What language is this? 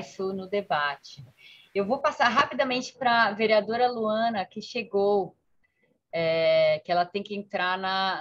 Portuguese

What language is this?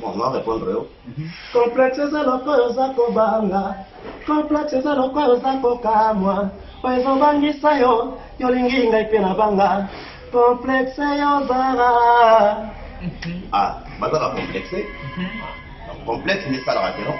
Lingala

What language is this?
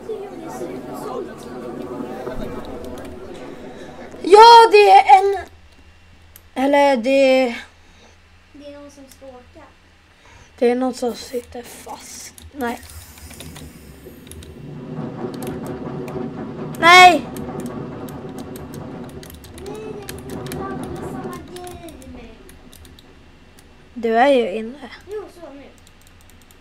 Swedish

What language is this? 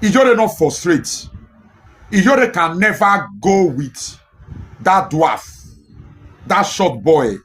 Nigerian Pidgin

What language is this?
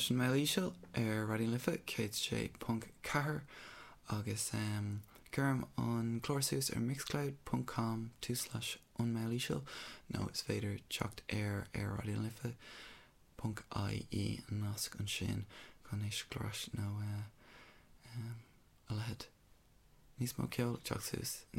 Irish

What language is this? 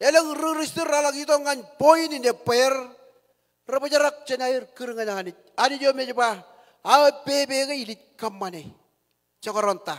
Marshallese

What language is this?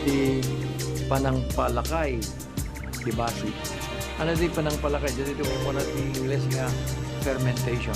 Iloko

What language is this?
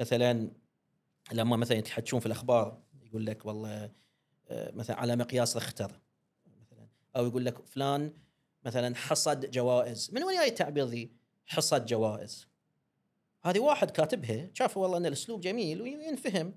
Gulf Arabic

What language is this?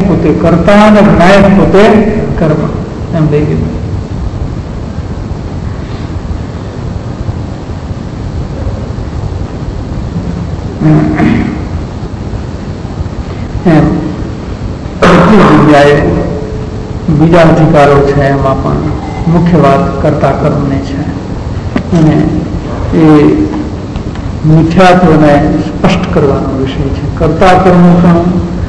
Gujarati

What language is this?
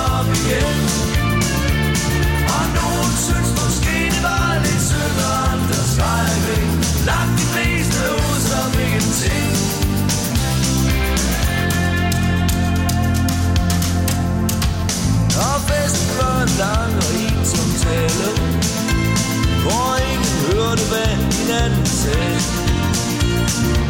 Danish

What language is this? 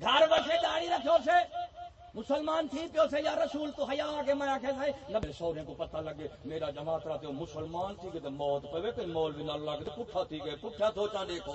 Saraiki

